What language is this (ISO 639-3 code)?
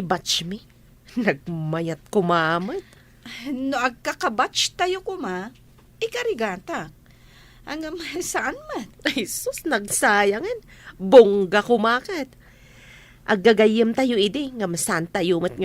ilo